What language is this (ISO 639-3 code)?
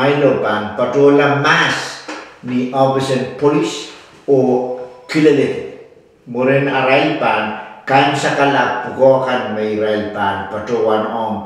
pon